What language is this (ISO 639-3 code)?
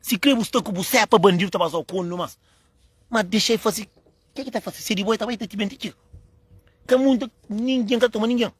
kea